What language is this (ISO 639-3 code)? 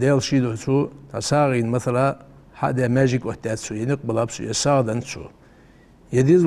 inh